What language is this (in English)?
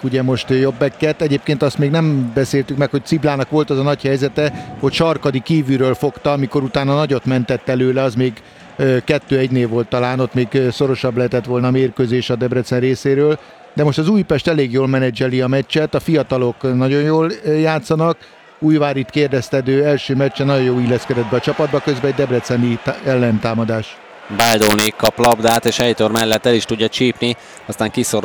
Hungarian